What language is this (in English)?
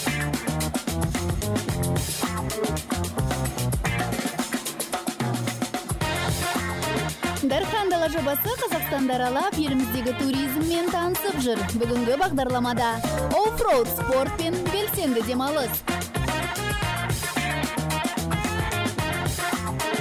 Kazakh